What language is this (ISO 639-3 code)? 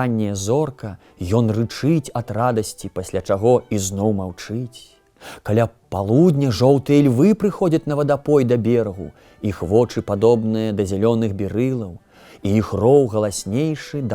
bel